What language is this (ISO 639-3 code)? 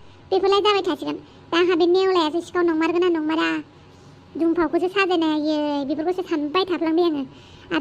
brx